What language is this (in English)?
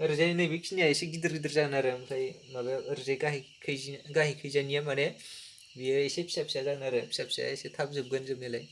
Bodo